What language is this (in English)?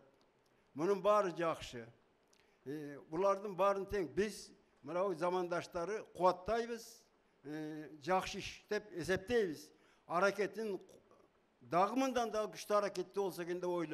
Kyrgyz